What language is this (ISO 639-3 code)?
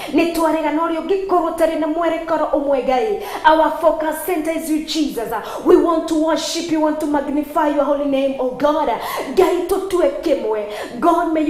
kik